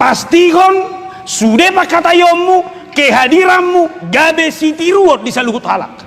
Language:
Batak Toba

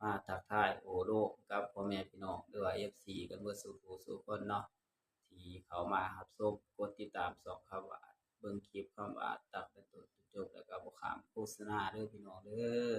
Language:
Northeastern Thai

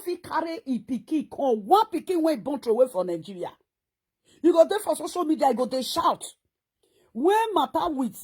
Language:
Nigerian Pidgin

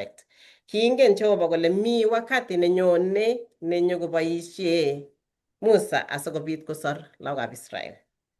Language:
Kalenjin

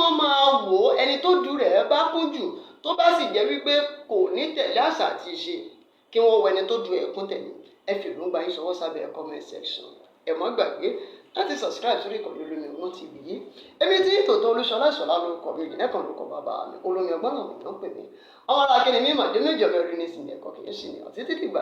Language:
Yoruba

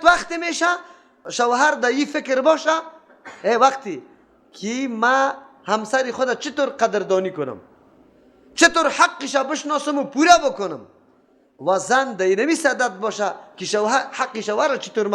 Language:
Persian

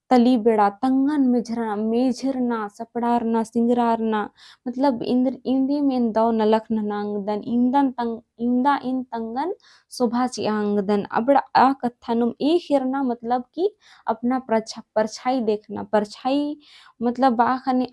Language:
Kurukh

